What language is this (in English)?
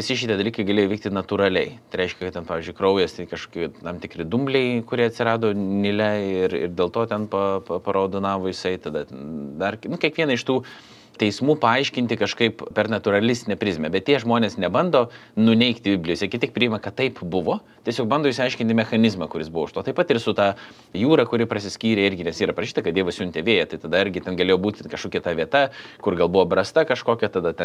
Lithuanian